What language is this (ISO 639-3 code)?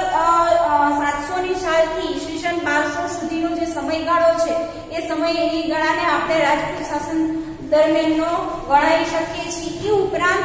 guj